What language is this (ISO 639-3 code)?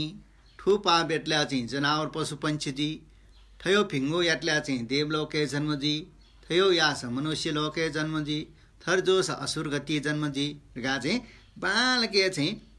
new